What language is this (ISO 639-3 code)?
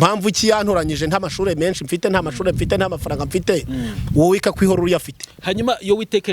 kin